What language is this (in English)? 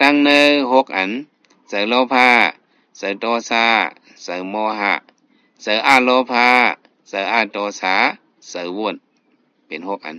Shan